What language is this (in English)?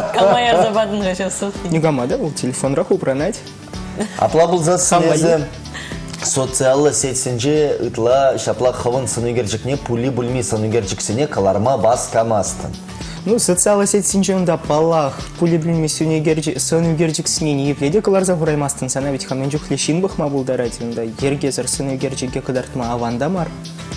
Chuvash